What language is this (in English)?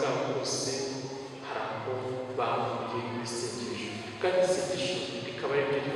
Kinyarwanda